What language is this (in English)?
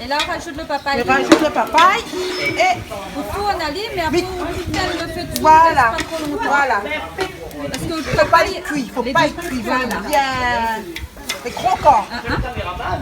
Réunion Creole French